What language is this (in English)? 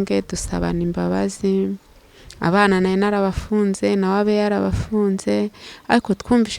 Kinyarwanda